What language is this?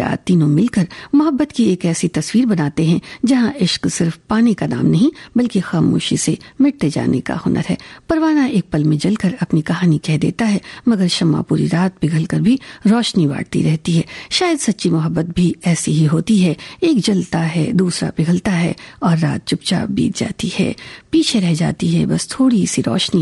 Hindi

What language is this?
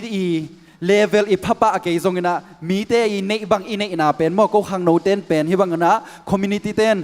Tedim Chin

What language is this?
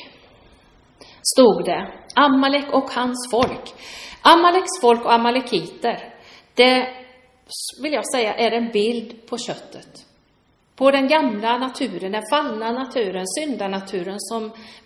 Swedish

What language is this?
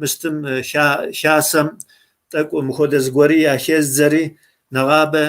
Kabardian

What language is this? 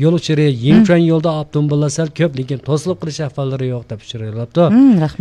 Uyghur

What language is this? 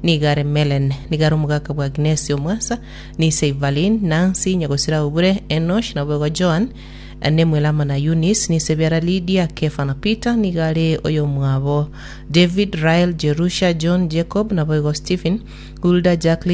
Gusii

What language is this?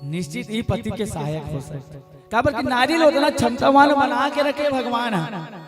Chhattisgarhi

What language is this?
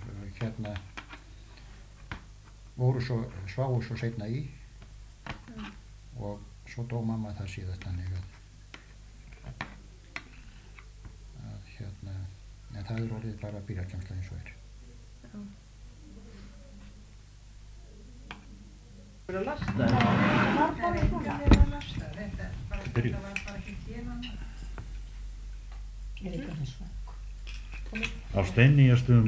Icelandic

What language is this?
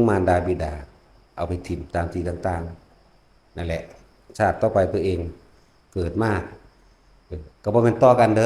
Northeastern Thai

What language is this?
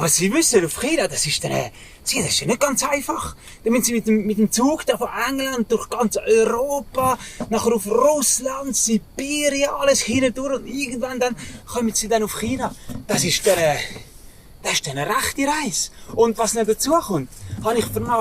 Swiss German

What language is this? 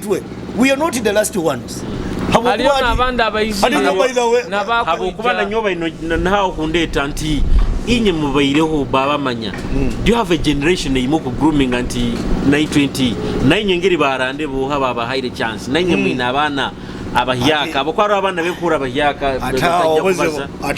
Nyoro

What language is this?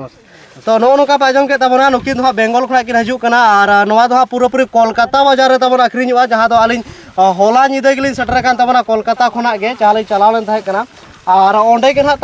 Santali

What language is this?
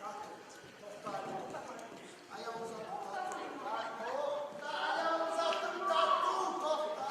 Kumyk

